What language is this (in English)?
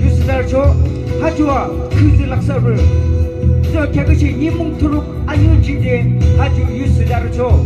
Yimchungru Naga